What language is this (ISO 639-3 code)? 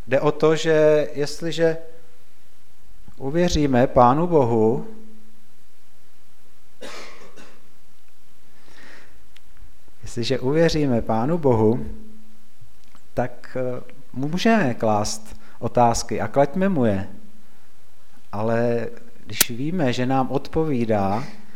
ces